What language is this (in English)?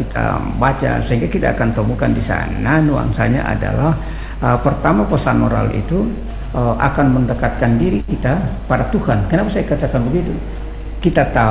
Indonesian